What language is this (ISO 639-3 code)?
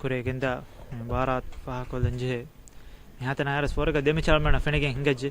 div